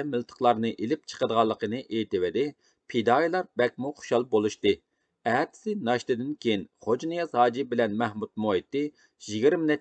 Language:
Uyghur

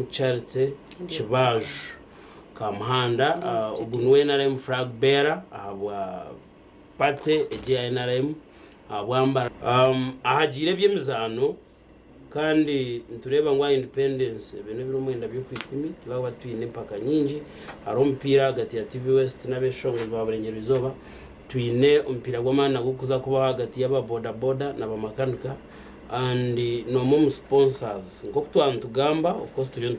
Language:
Nyankole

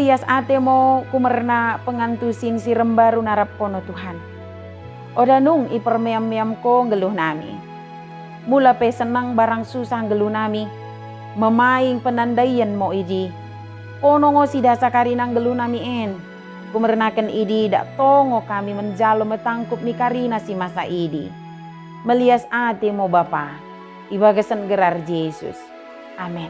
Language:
Batak Dairi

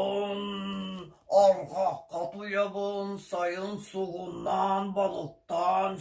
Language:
Yakut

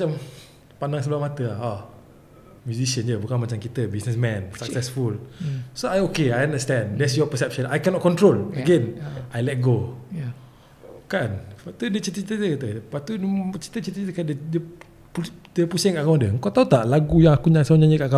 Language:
Malay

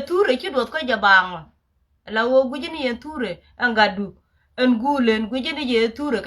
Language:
Nuer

